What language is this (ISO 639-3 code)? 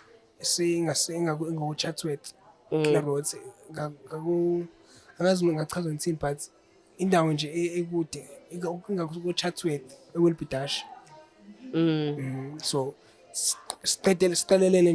zul